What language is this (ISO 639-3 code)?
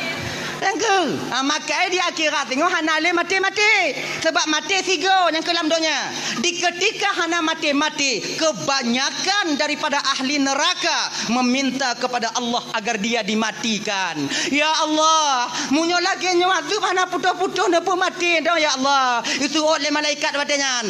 ace